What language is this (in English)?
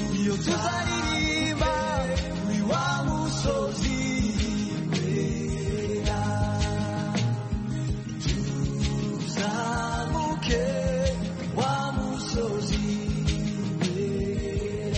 Kinyarwanda